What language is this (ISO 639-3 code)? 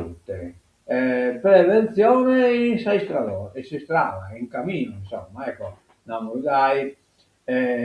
srd